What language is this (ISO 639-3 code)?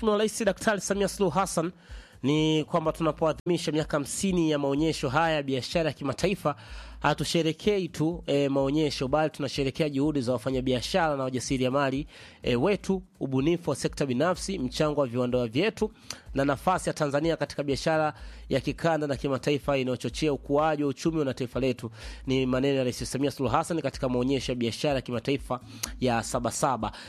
swa